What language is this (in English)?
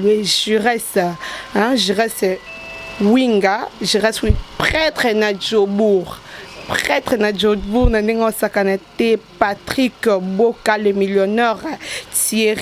Lingala